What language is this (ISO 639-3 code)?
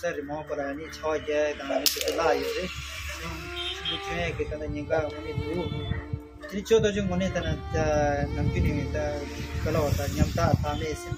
bod